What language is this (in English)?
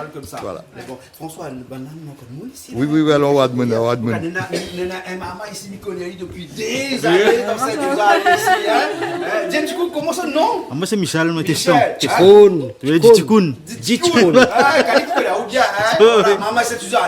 Réunion Creole French